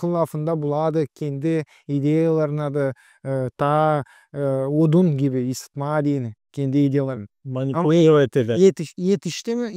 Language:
Gagauz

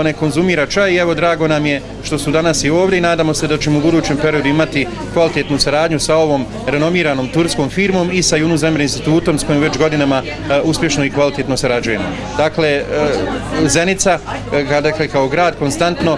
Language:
Bosnian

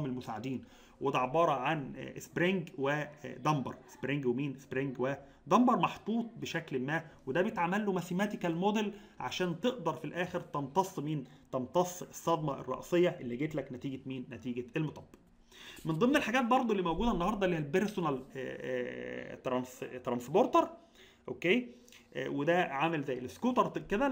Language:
Egyptian Arabic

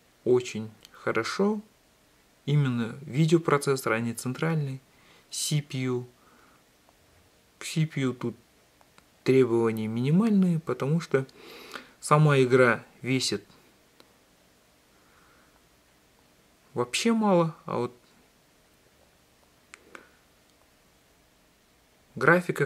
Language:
Russian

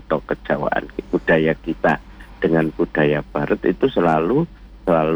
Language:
Indonesian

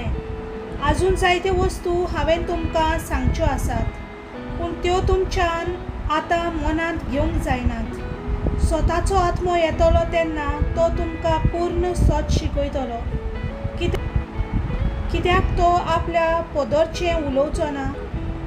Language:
Konkani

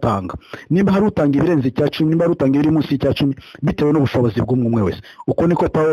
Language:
Kinyarwanda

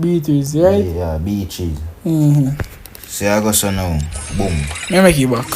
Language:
Jamaican Creole English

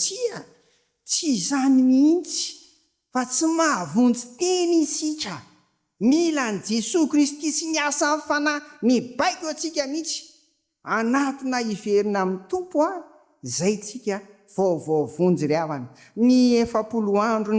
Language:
Malagasy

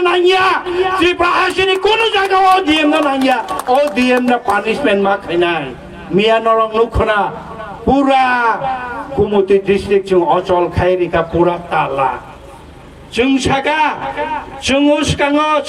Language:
Kok Borok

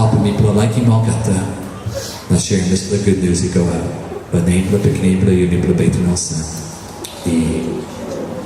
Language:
Tok Pisin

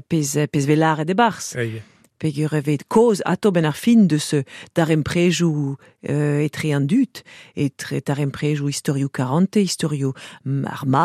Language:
Breton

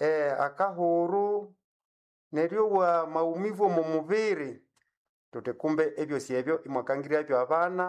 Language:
Nande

